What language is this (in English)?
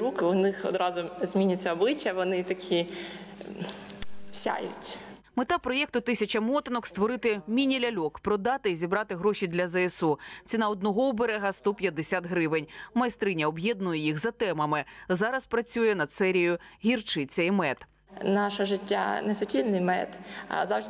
Ukrainian